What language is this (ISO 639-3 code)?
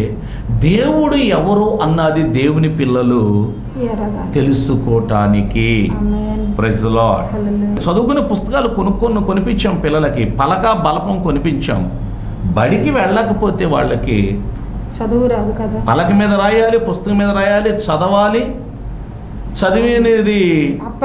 tel